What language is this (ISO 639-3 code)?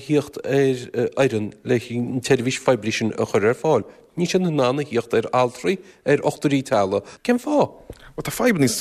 gle